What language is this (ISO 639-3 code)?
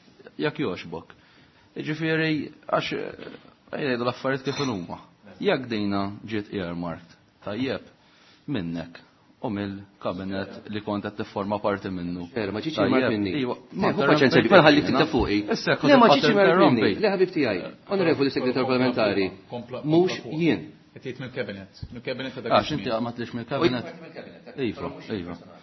mlt